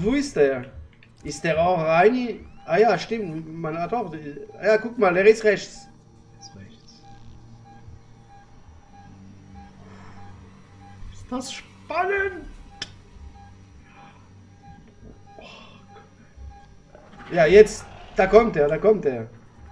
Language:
German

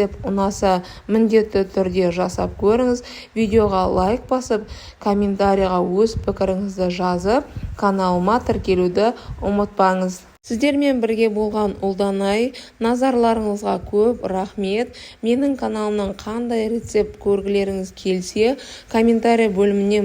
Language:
Kazakh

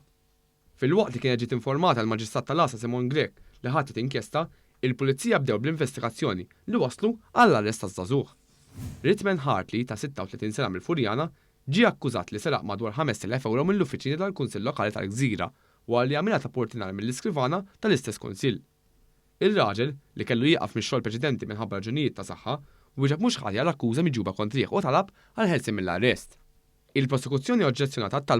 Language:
Maltese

